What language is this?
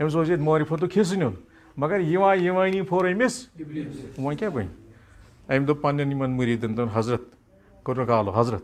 Kashmiri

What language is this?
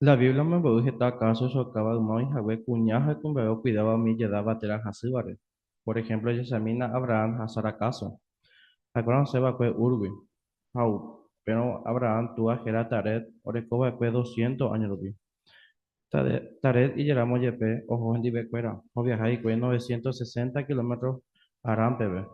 Guarani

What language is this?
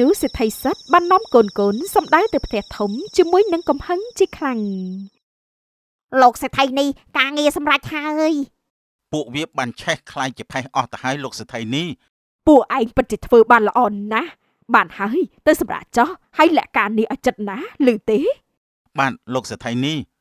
Khmer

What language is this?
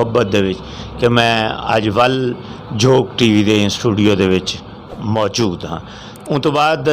Saraiki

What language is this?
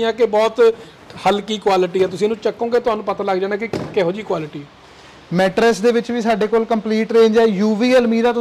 Punjabi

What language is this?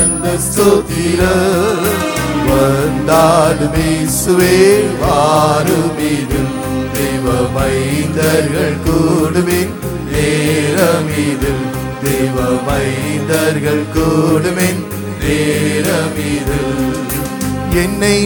Tamil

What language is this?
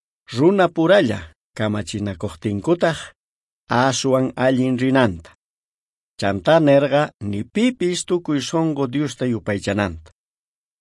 South Bolivian Quechua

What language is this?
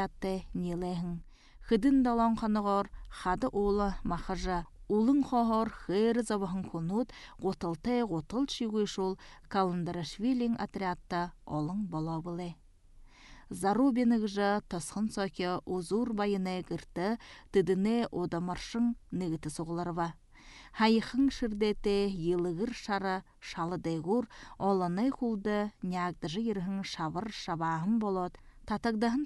Buriat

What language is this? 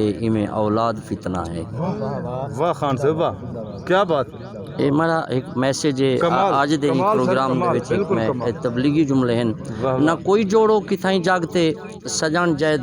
Saraiki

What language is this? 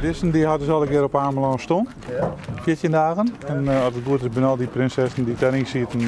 Western Frisian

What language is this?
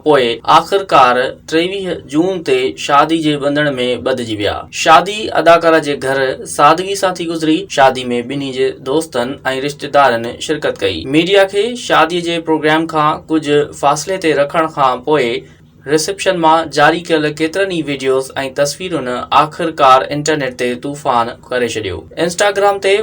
Sindhi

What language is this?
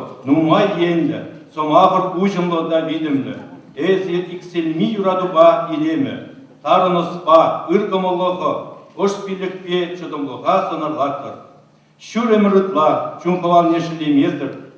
Chuvash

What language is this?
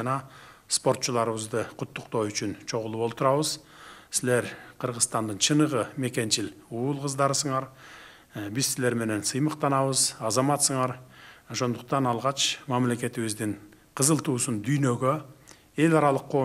Kyrgyz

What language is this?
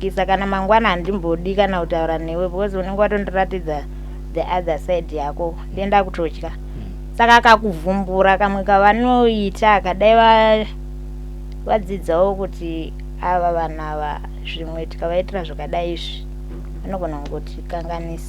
Shona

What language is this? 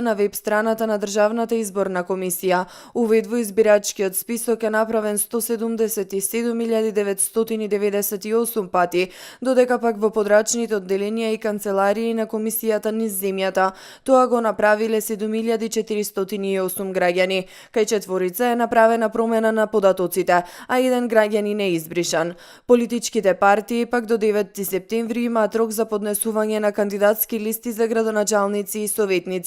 Macedonian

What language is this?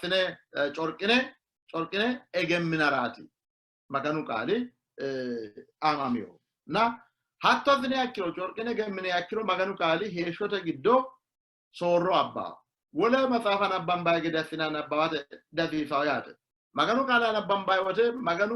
Sidamo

